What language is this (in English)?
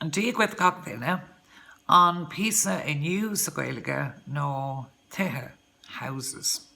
Irish